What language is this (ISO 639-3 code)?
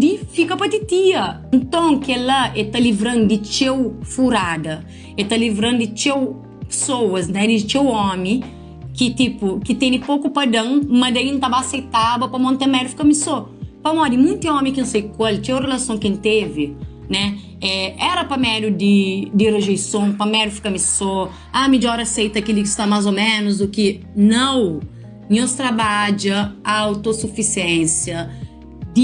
kea